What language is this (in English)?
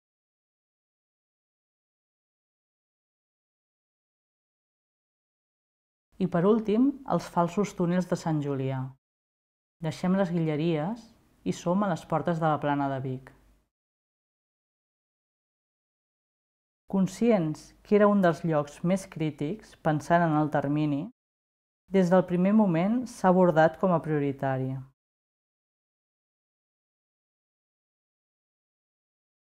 Catalan